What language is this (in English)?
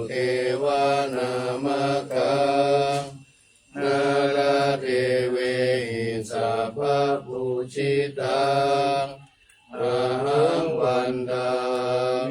Pali